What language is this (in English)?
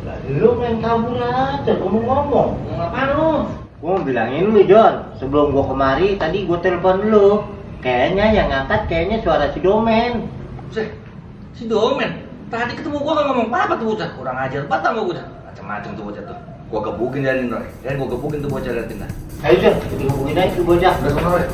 Betawi